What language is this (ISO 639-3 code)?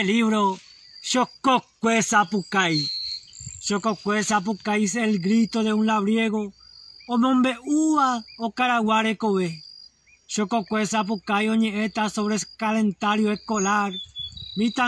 grn